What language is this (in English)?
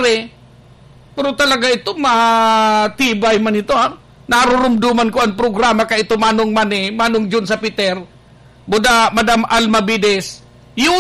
Bikol